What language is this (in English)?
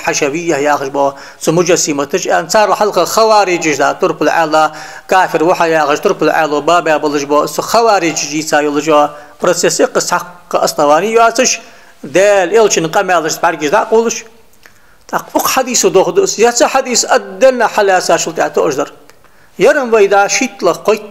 Ingush